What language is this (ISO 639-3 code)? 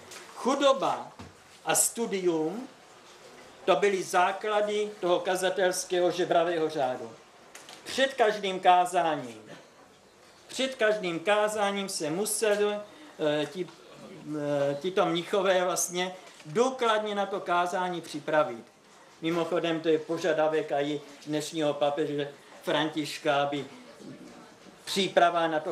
ces